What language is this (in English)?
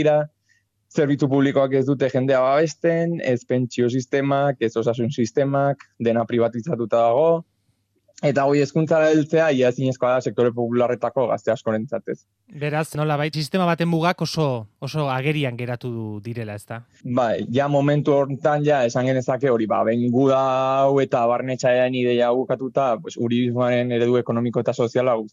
Basque